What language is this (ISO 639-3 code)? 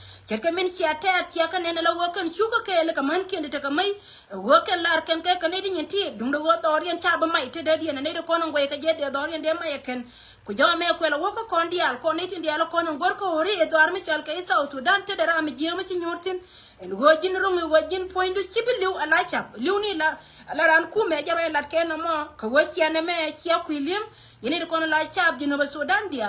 nus